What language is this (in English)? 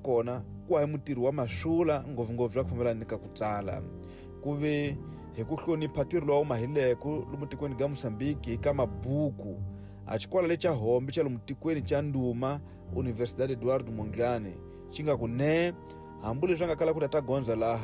Tsonga